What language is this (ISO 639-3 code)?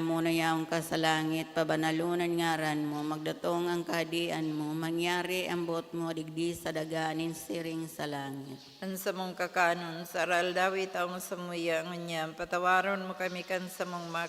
bik